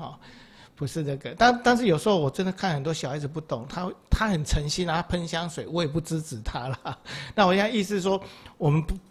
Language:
Chinese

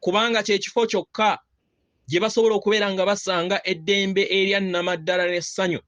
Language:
Ganda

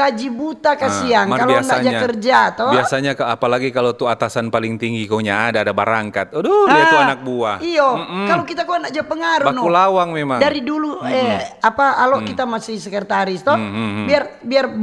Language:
Manado Malay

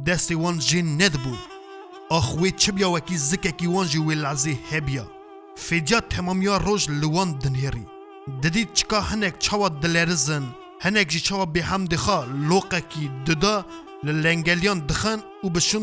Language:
Kurdish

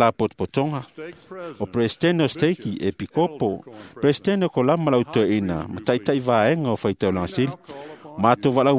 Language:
Samoan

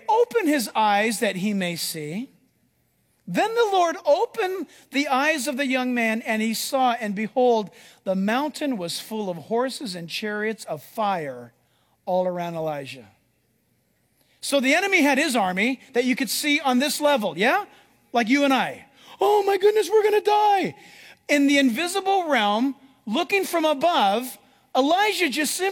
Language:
English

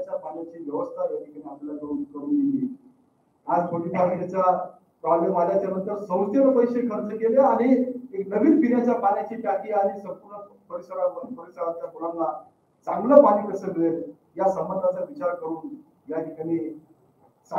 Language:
Marathi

